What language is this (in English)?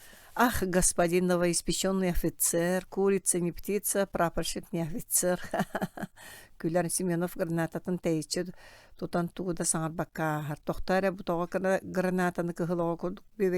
Yakut